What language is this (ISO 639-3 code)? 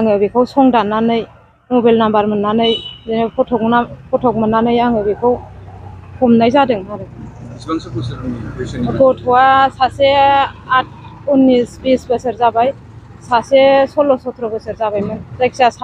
brx